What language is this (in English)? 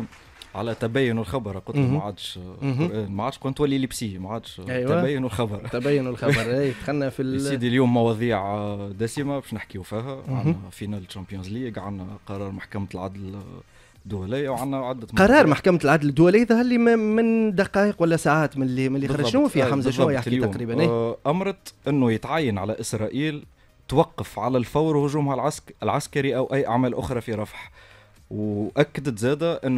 Tunisian Arabic